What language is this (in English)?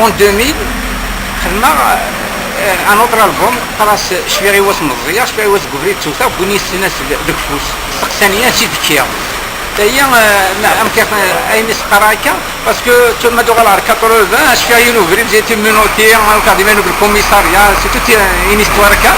Kabyle